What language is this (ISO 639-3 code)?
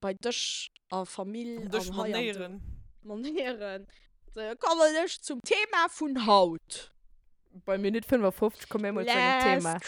ltz